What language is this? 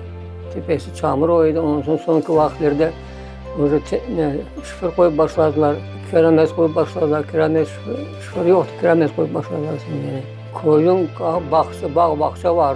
Crimean Tatar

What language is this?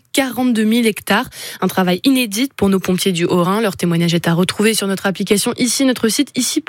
French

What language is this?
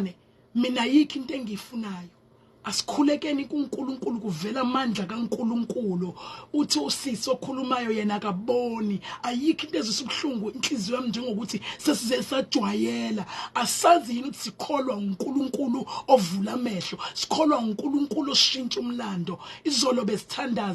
Zulu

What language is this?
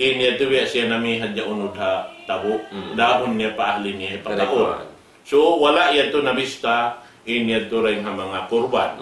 Tausug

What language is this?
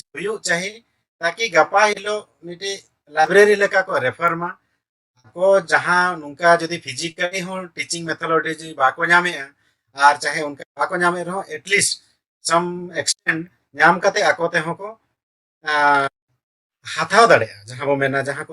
Santali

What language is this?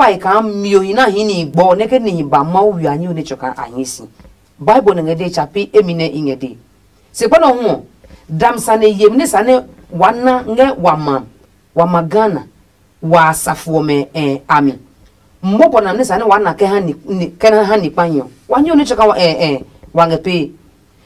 Adangme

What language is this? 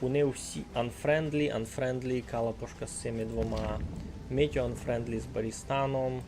Rusyn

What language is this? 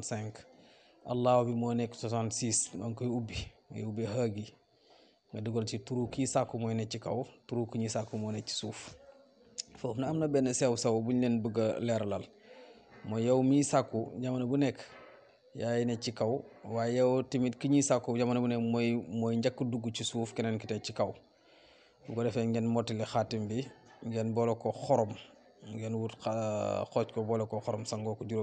Wolof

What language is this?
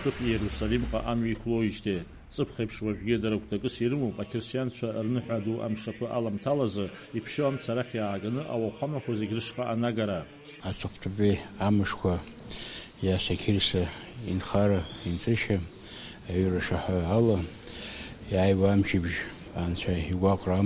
Abkhazian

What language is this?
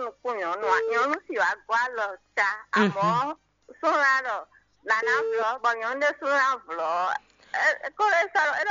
Fon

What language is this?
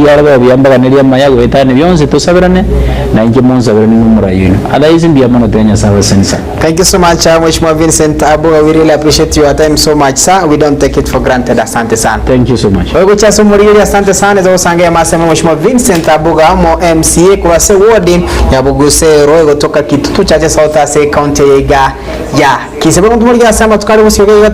Gusii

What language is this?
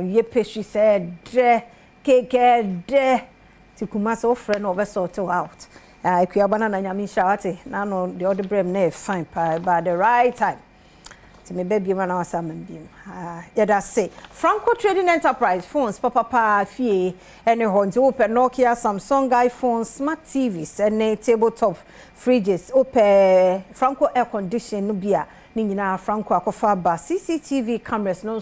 Akan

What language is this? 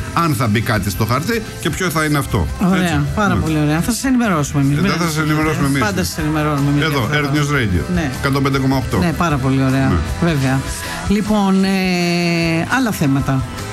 Greek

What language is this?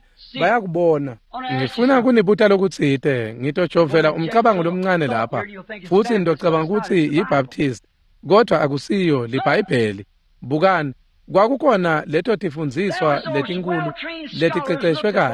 Swati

